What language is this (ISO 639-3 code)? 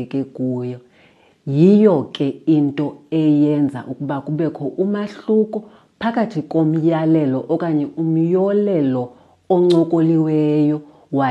xho